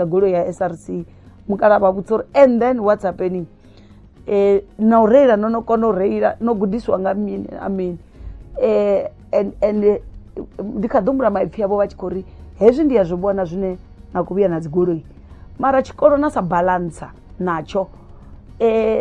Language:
Venda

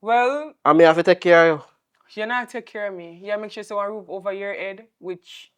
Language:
Jamaican Creole English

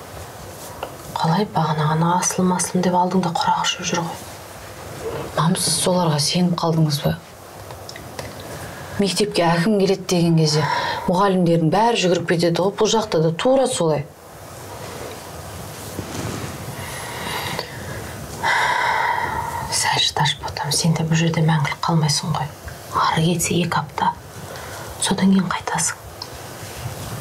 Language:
Kazakh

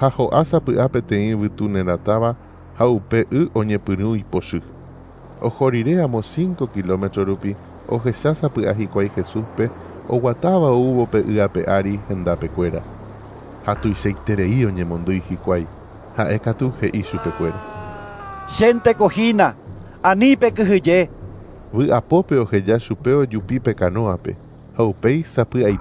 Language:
Guarani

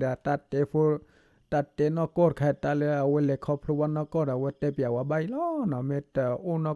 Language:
S'gaw Karen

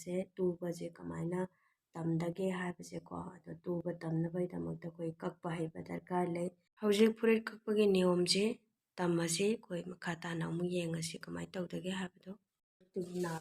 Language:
Manipuri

